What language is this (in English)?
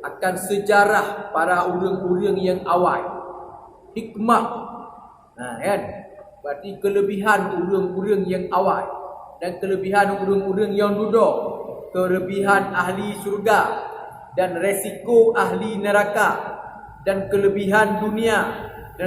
Achinese